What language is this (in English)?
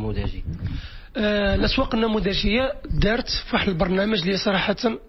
Moroccan Arabic